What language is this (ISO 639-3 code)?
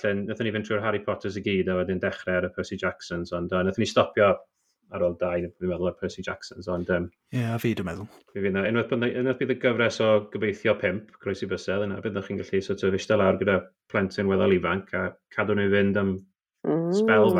cym